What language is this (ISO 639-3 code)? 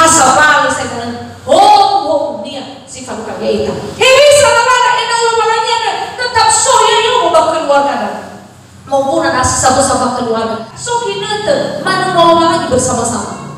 nia